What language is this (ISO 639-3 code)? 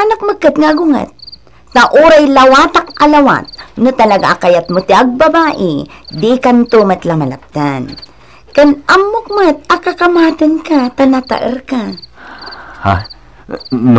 ilo